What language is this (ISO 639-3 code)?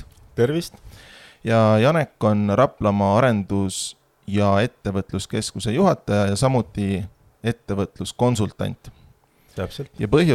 est